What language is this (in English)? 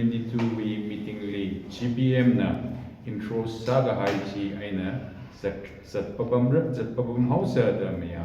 Tangkhul Naga (India)